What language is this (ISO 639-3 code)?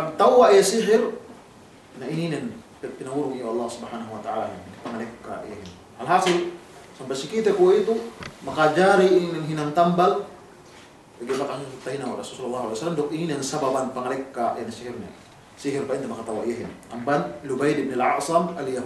yka